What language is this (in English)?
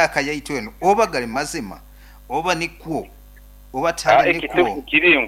Nyoro